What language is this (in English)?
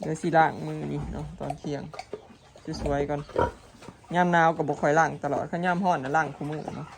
Northeastern Thai